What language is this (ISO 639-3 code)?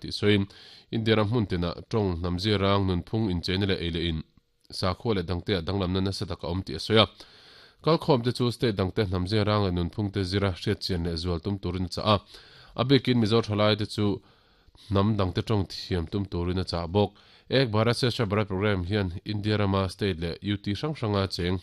lus